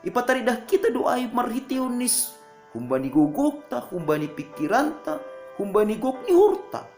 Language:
Batak Simalungun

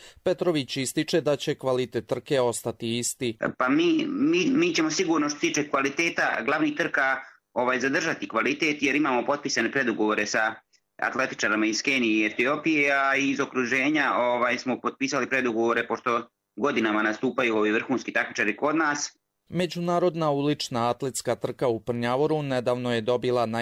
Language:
Bosnian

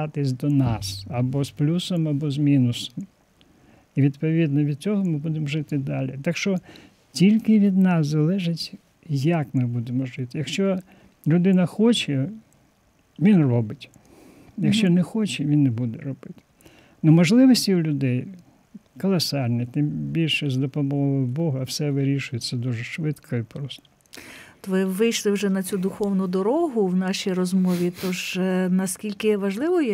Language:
Ukrainian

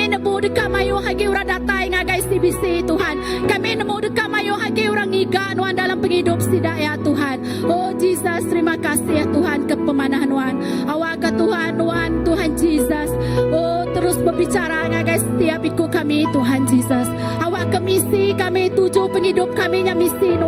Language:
Iban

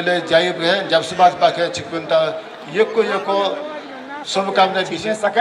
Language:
Newari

